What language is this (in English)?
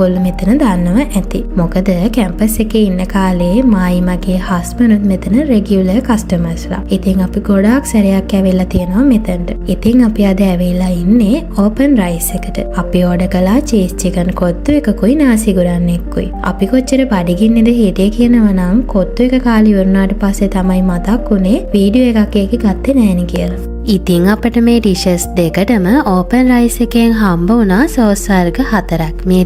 Sinhala